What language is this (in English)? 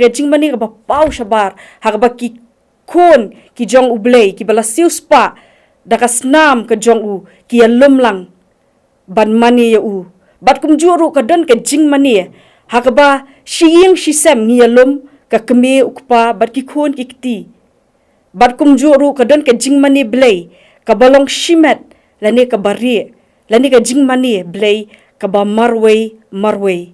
Khasi